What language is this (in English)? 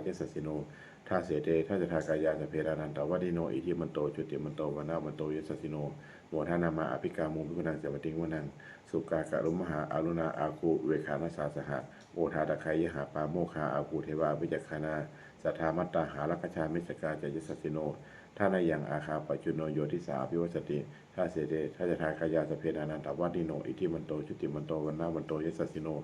Pali